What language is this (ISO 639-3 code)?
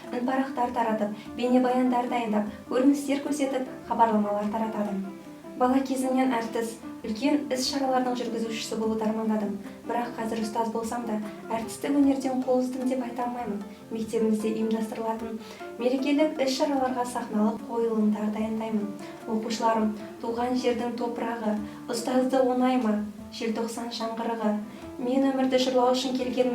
kaz